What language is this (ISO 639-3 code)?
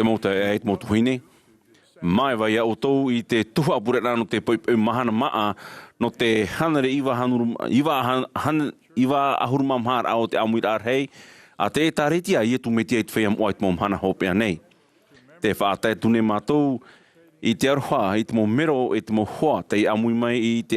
tah